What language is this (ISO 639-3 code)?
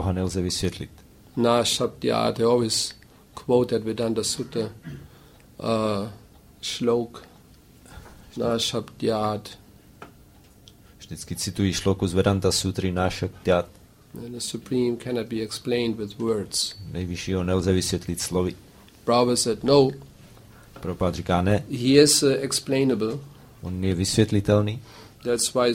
ces